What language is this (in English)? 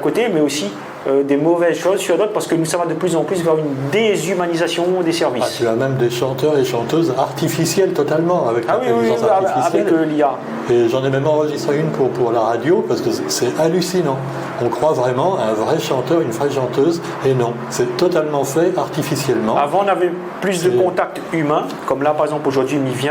Réunion Creole French